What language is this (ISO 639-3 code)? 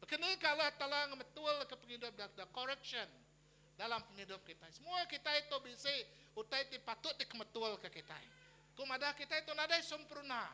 iba